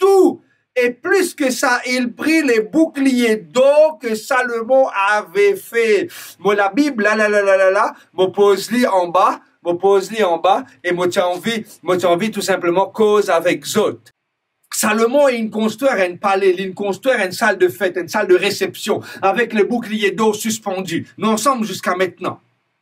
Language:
Morisyen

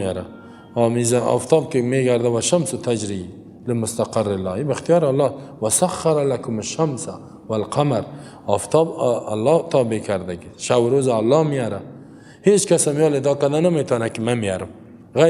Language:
Persian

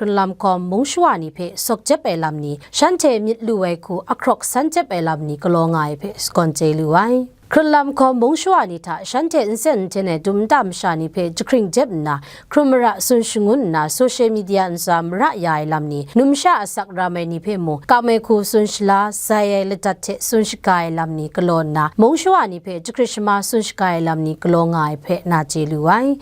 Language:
Kachin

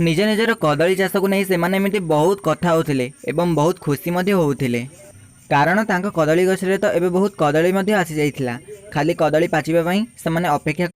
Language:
Odia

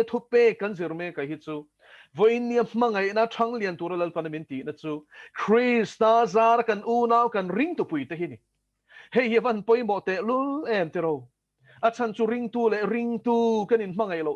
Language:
Mizo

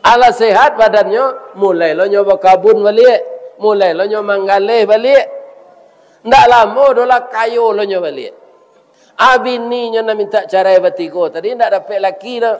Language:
Minangkabau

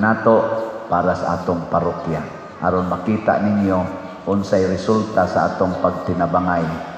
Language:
Cebuano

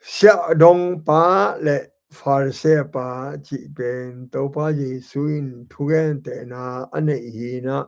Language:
Tedim Chin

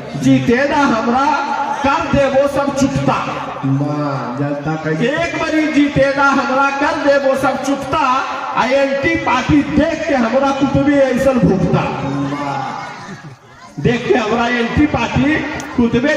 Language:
Magahi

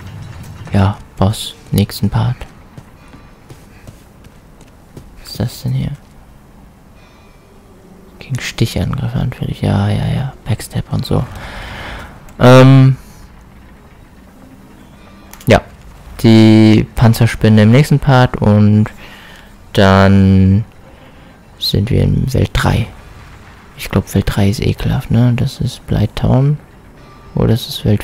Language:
German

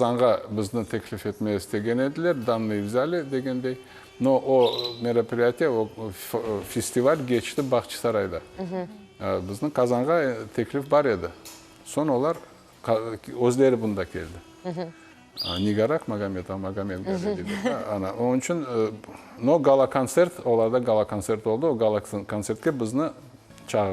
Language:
Crimean Tatar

